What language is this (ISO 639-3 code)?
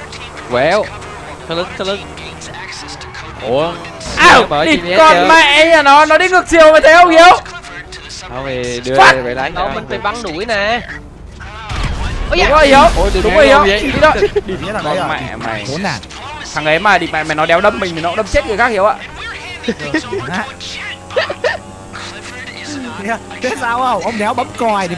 vie